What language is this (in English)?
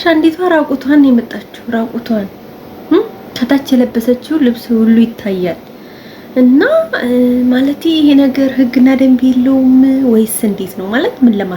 Amharic